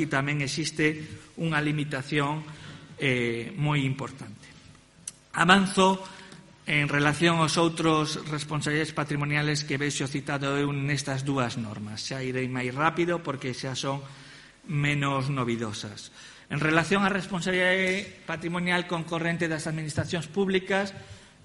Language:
Galician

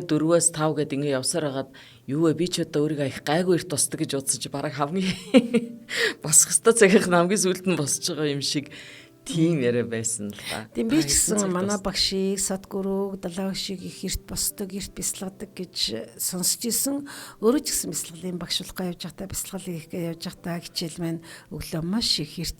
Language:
Mongolian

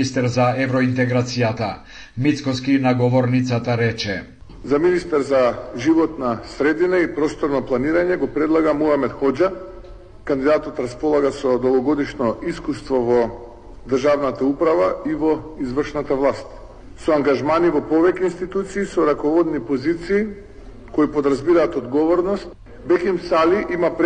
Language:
Macedonian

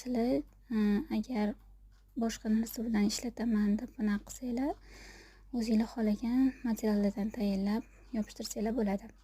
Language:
Uzbek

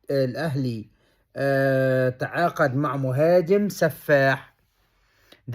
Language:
Egyptian Arabic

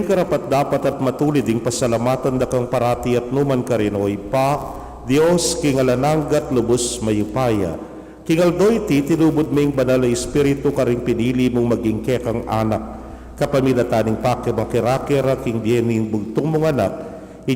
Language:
Pampanga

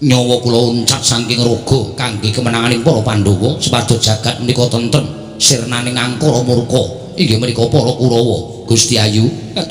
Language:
Javanese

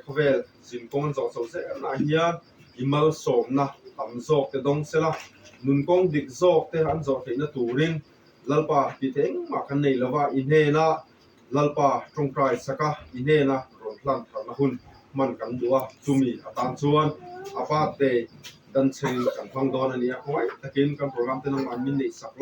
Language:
Mizo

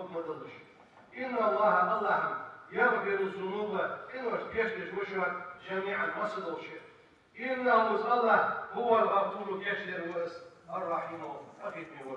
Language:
Ingush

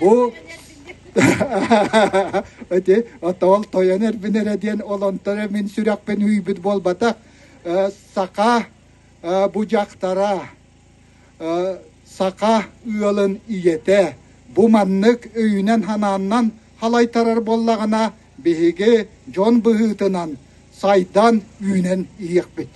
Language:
Yakut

